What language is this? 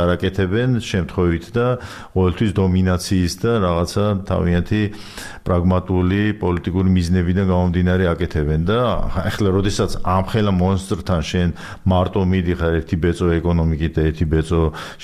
Georgian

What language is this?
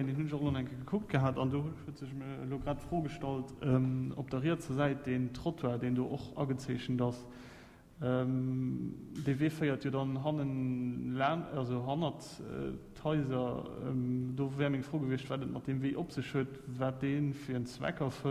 Luxembourgish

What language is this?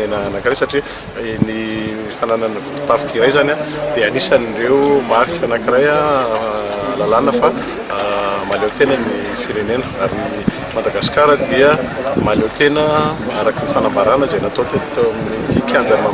Malagasy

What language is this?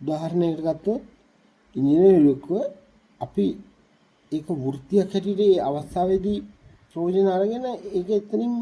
Sinhala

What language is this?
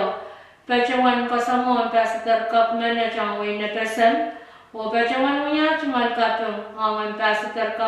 Pohnpeian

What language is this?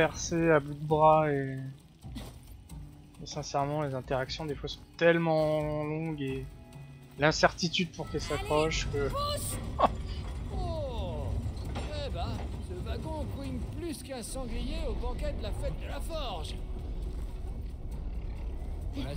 French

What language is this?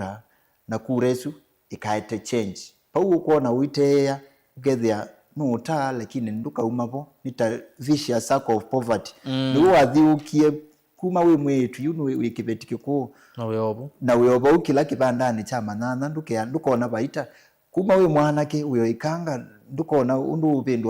Kamba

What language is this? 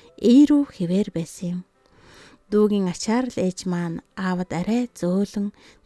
Mongolian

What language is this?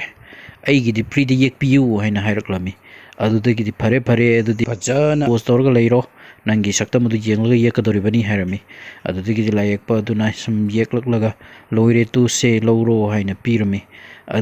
Manipuri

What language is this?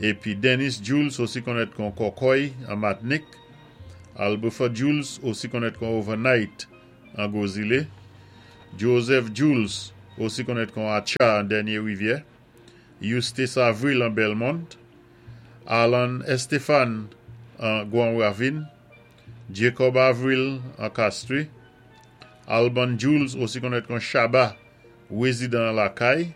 Saint Lucian Creole French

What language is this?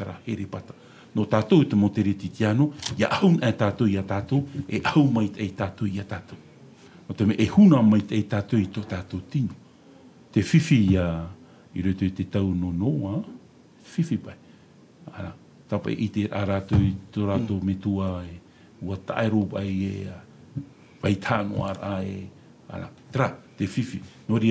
Tahitian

